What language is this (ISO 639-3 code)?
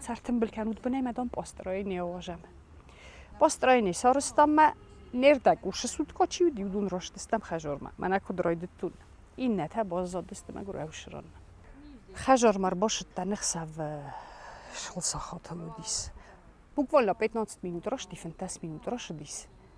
oss